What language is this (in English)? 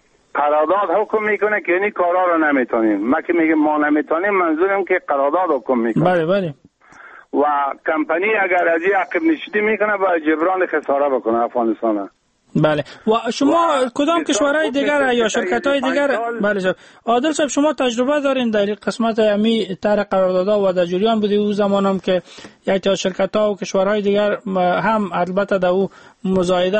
Persian